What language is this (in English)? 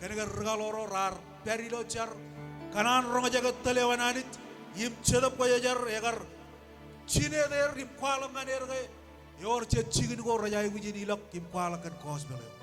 Marshallese